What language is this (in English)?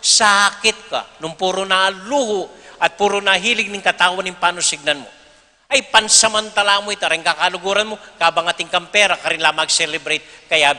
Pampanga